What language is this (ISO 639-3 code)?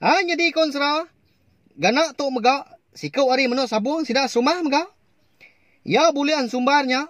iba